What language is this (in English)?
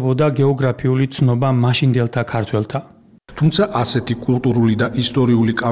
Georgian